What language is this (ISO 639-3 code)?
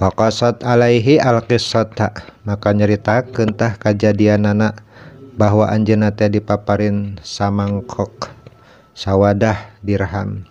sun